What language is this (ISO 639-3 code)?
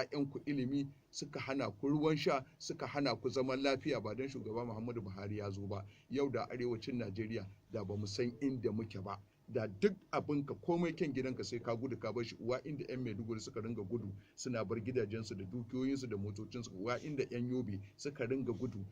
hau